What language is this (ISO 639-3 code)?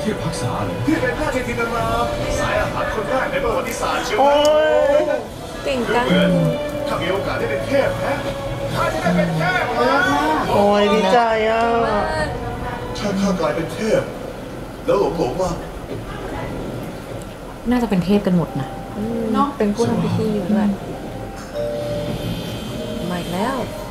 tha